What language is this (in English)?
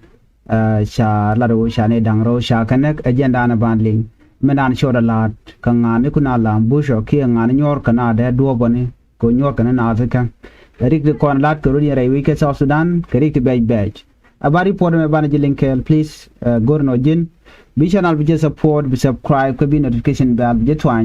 Nuer